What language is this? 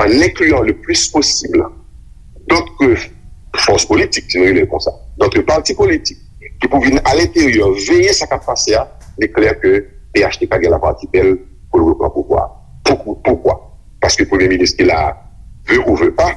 Haitian Creole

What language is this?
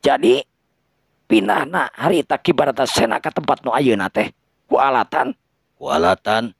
Sundanese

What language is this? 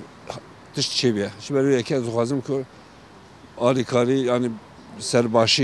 Kurdish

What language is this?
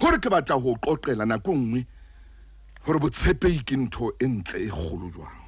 Southern Sotho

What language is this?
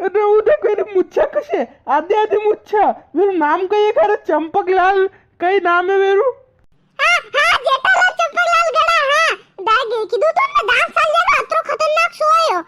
Rajasthani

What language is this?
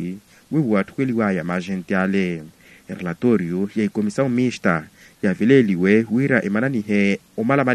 Makhuwa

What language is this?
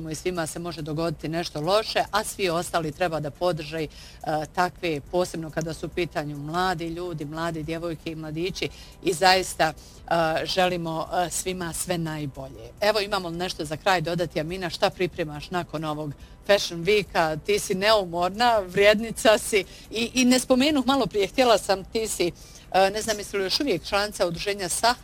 Bosnian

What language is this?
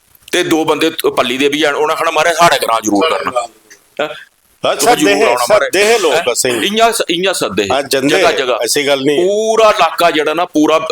Dogri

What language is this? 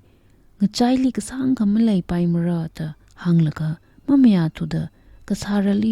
Tangkhul Naga (India)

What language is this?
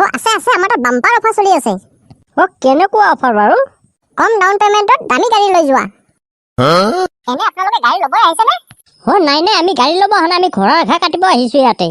Assamese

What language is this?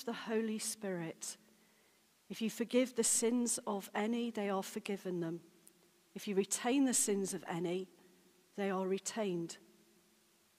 English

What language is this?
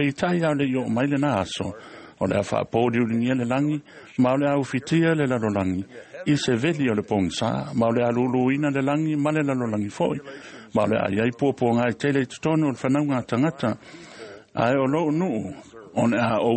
Samoan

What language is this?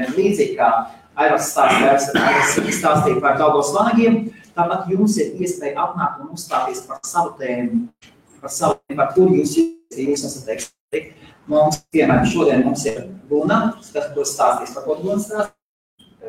Latvian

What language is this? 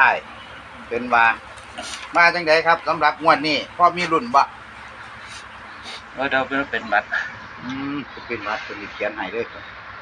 Northeastern Thai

